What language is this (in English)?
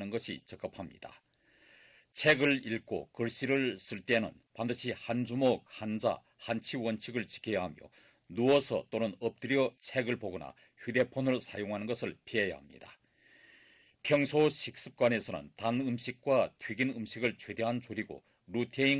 Korean